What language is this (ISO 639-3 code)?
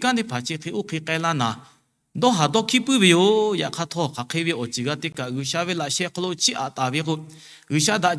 lhu